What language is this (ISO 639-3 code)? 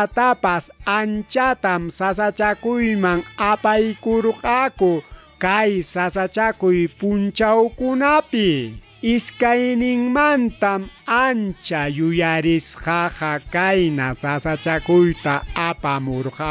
quy